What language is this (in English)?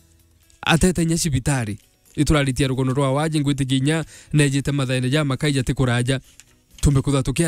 Meru